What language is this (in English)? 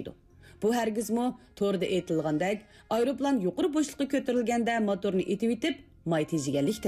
Uyghur